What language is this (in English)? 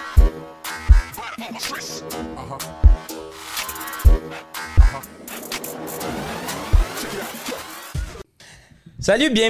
French